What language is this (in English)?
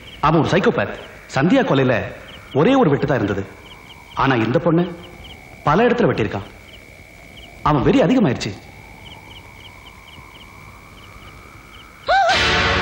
Tamil